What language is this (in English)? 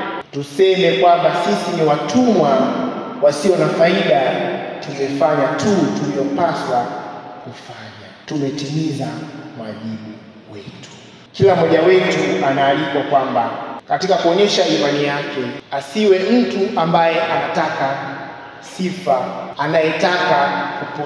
Swahili